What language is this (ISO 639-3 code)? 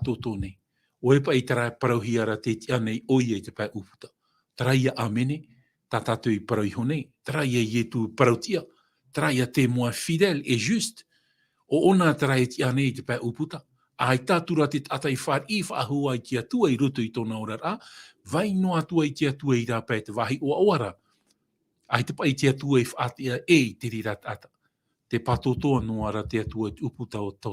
tah